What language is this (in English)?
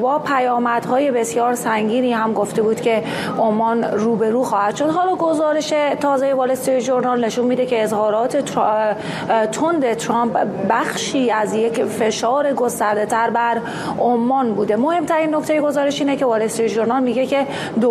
Persian